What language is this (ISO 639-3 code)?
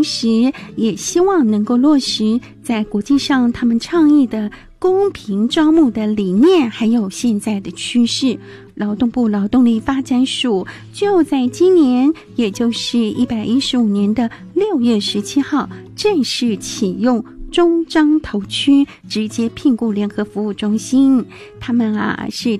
zho